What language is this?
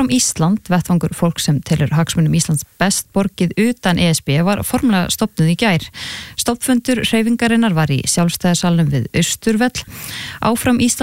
Icelandic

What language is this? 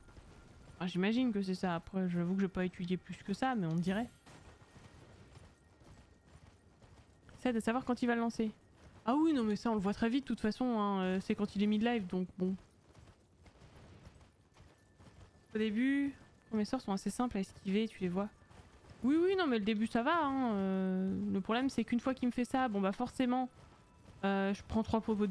French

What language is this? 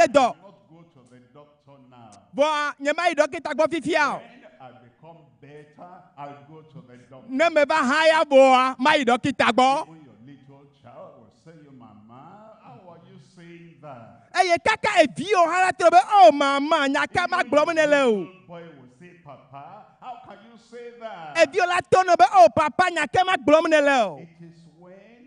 Ewe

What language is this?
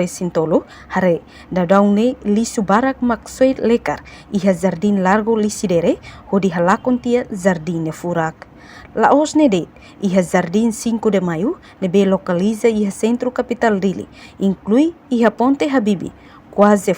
Tetum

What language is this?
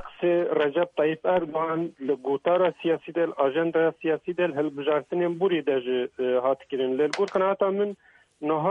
Kurdish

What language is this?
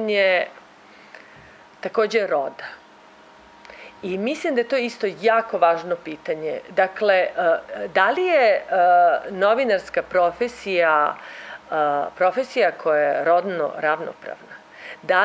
Serbian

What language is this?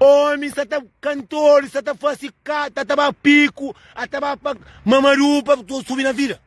Kabuverdianu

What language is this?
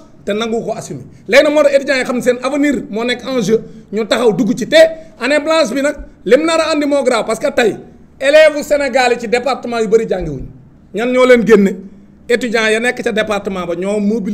Wolof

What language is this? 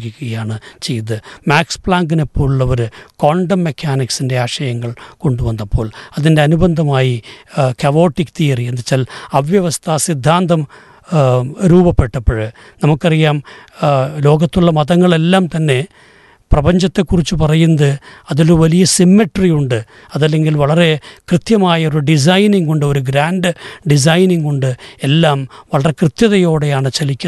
Malayalam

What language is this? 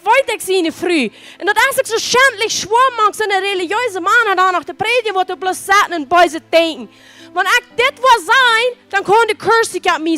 Plautdietsch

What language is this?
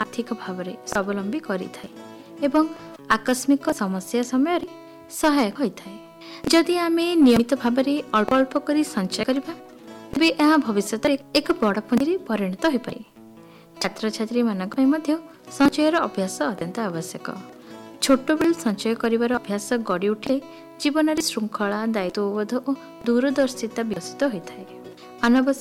Odia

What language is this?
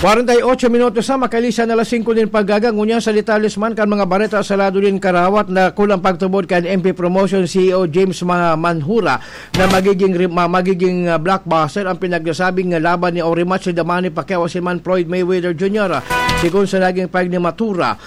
Bikol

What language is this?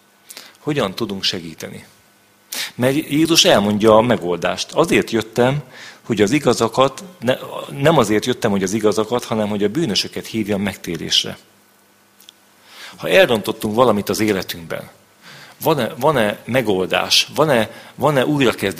Hungarian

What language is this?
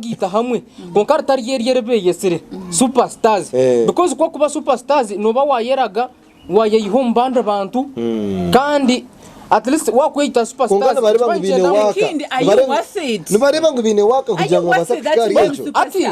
Nyankole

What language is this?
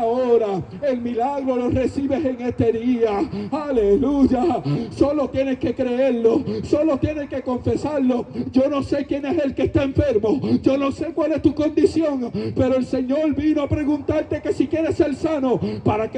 Spanish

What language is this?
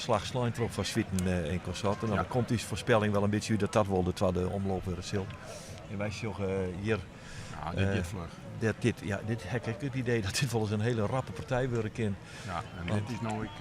Western Frisian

